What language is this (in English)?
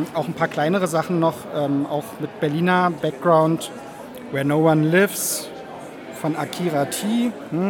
German